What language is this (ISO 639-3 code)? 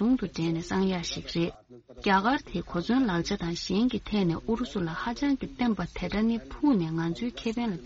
bod